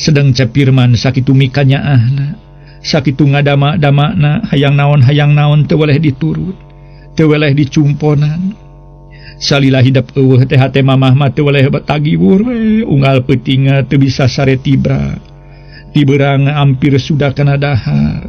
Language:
Sundanese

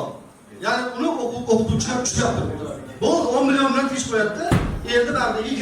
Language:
Uzbek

